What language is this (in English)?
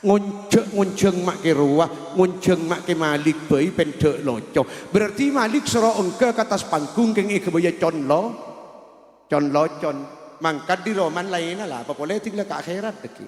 Madurese